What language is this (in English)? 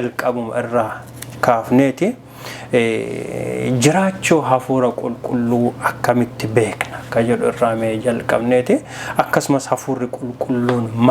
Oromo